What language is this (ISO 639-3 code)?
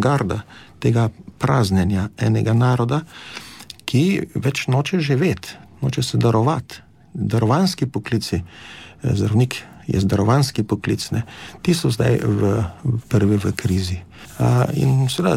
slv